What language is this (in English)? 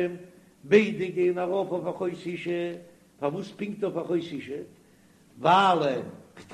Yiddish